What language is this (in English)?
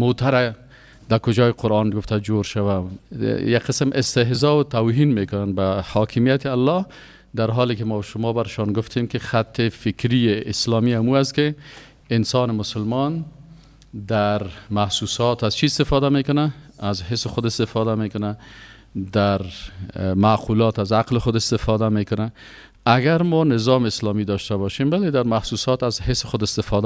Persian